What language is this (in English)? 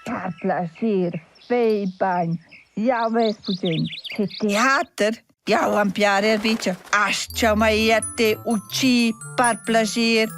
Romansh